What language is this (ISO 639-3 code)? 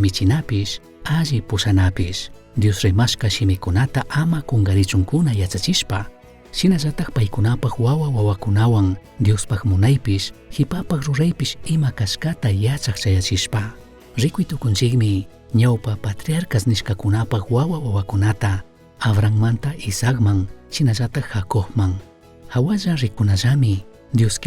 qug